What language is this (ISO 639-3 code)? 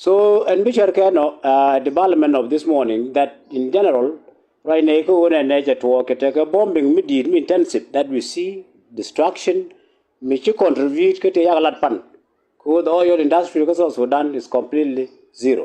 nus